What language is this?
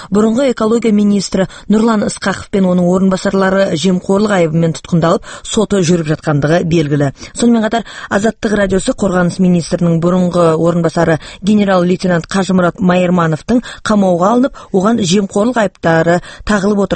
Kazakh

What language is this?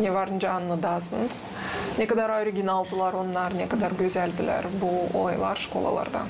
Gagauz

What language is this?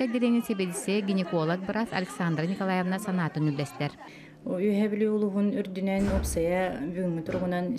Yakut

